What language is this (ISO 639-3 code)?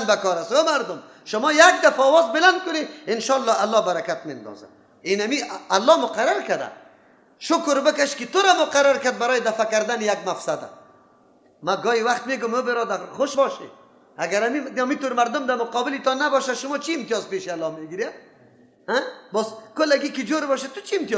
fas